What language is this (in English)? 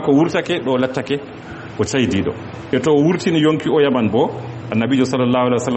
Fula